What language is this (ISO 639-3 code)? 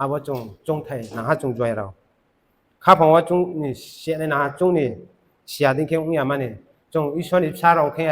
ria